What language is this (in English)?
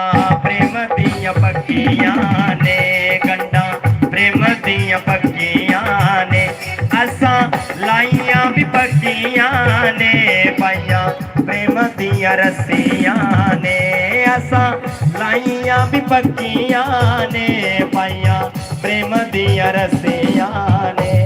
Dogri